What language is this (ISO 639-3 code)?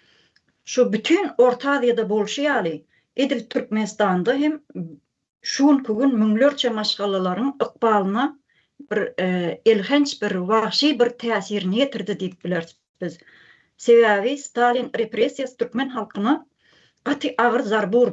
tuk